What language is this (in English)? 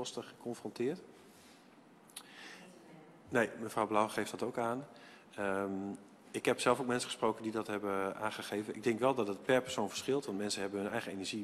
Dutch